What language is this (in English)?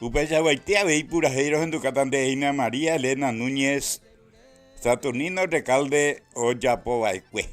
Guarani